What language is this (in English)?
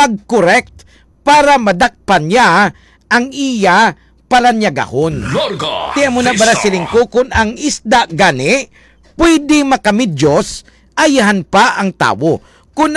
Hiligaynon